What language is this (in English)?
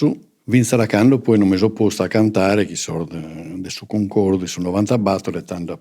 Sardinian